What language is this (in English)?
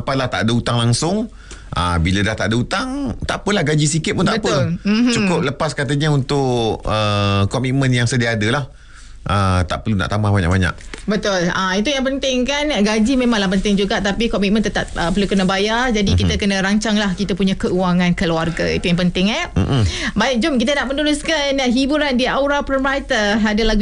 Malay